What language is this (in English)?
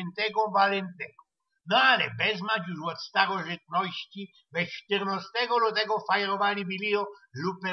Silesian